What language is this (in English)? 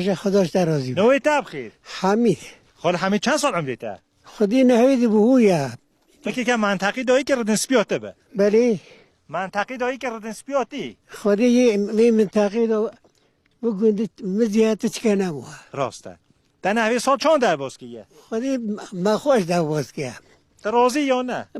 Kurdish